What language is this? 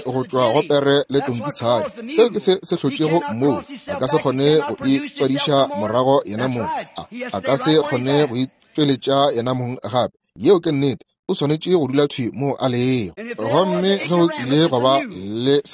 Northern Sotho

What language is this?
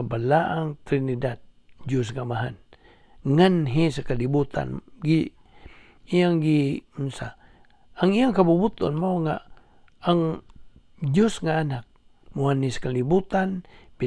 Cebuano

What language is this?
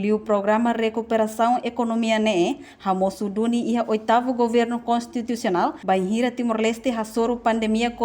Tetum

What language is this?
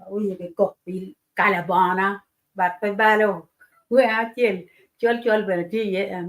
Acoli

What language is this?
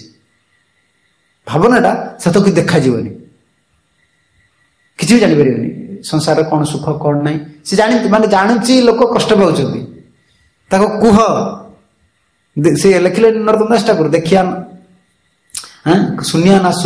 Odia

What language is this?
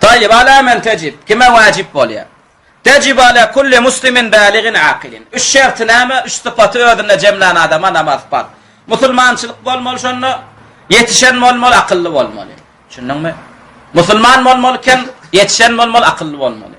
Turkmen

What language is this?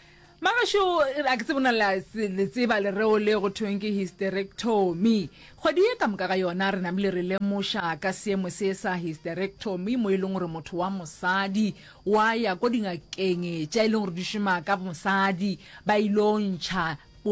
Northern Sotho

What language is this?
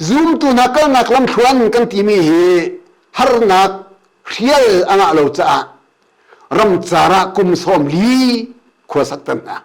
Hakha Chin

